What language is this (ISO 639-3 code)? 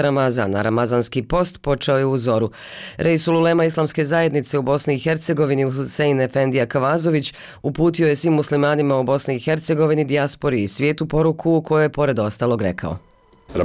bos